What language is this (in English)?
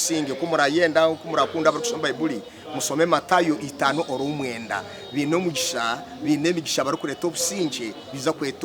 Nyankole